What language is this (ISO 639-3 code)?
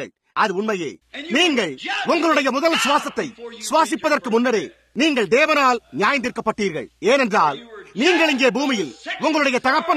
tam